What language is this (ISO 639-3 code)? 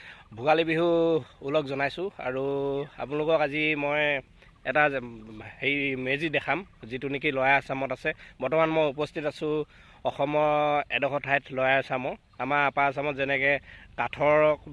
asm